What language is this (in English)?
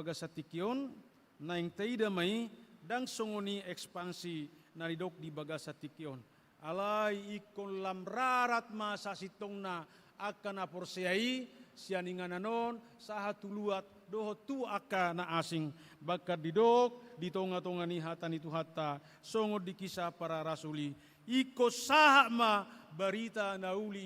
Batak Toba